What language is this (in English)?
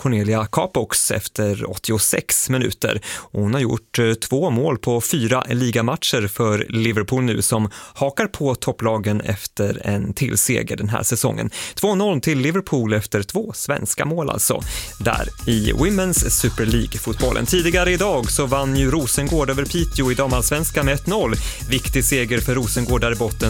Swedish